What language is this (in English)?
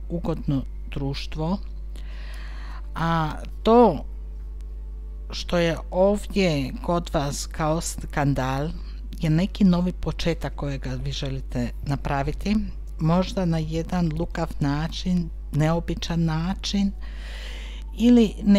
Croatian